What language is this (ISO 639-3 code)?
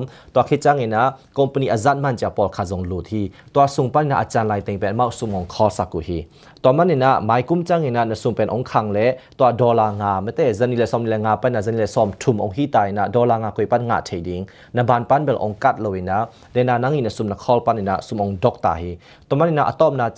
ctd